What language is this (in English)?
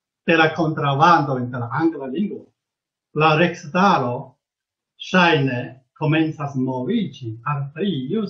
Esperanto